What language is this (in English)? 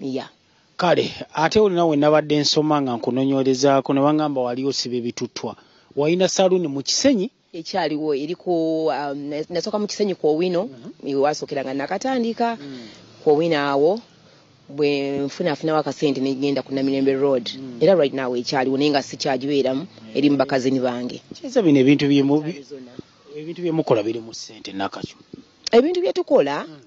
Ganda